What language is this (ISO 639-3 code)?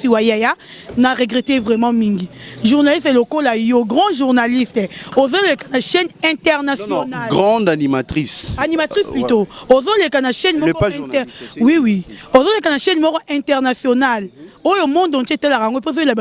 lin